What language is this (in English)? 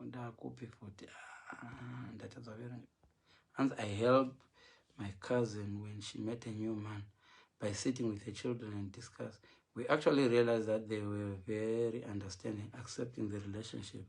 Shona